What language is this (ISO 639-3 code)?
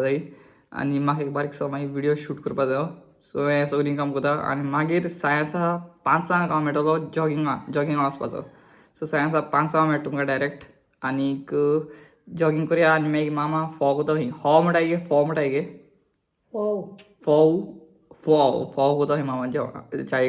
kok